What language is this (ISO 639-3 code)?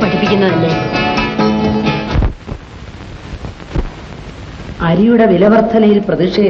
mal